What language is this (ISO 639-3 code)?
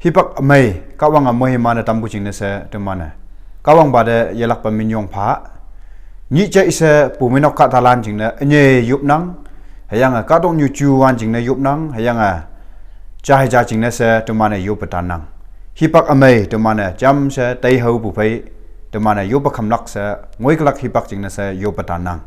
nbe